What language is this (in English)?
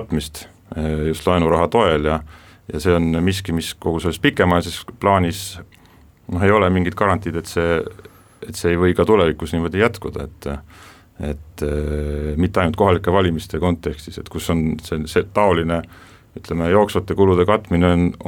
Estonian